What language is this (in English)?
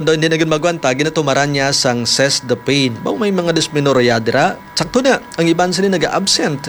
Hiligaynon